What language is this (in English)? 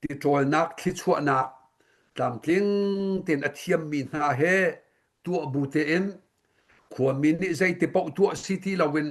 Hakha Chin